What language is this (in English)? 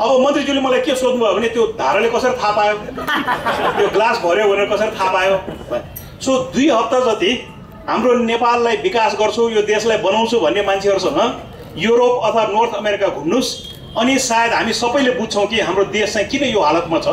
Nepali